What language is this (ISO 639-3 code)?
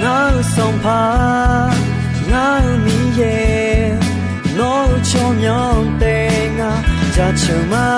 ahk